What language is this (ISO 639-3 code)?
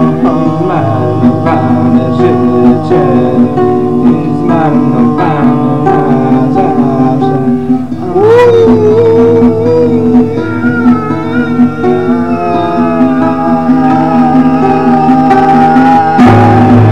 pol